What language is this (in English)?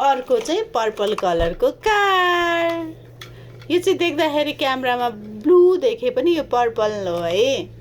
Nepali